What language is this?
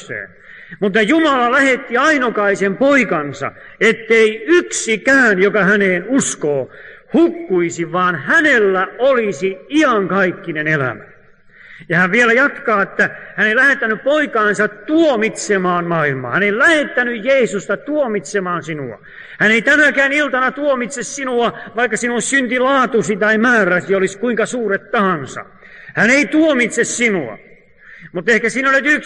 Finnish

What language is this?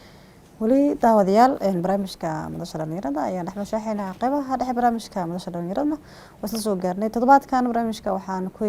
Somali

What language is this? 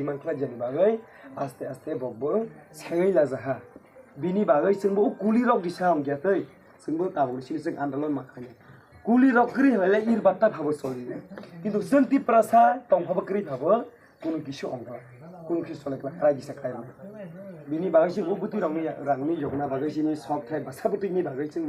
Kok Borok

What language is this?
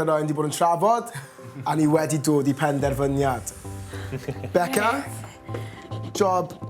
Welsh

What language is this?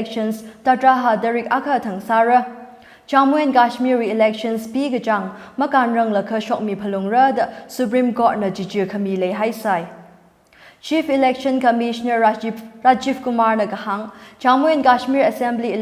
Tangkhul Naga (India)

